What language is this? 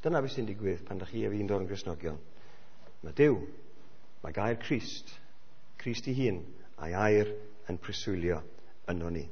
Welsh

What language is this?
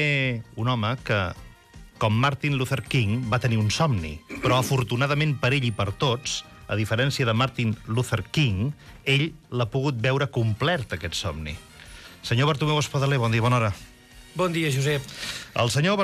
Catalan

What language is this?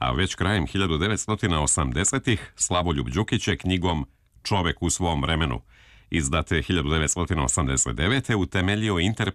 Serbian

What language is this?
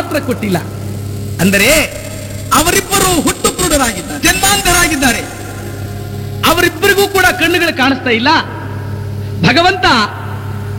Kannada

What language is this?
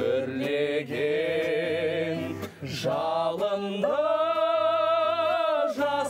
Kazakh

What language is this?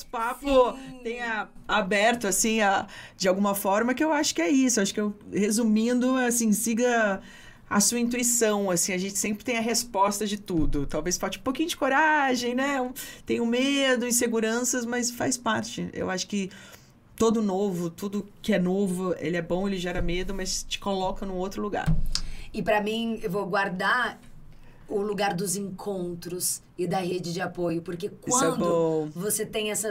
Portuguese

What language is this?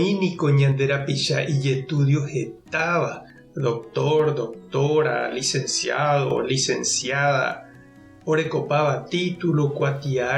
Guarani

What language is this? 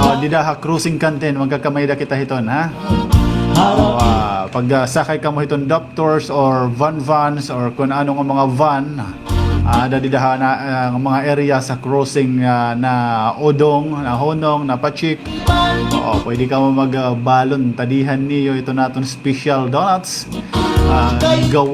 Waray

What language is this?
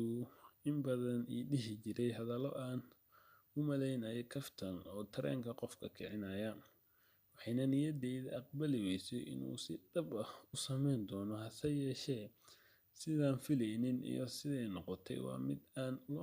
Somali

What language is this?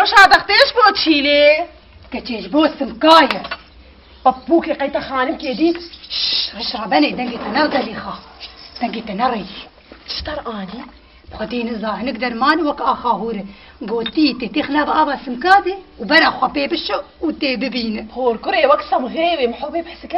Kurdish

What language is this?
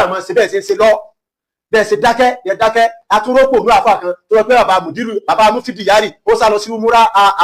Yoruba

